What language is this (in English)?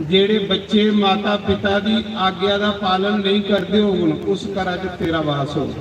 Dogri